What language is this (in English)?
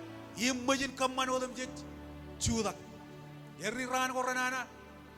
Marshallese